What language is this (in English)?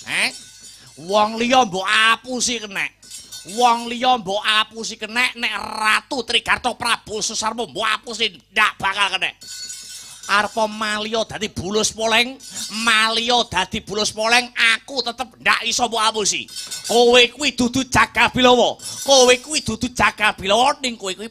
Javanese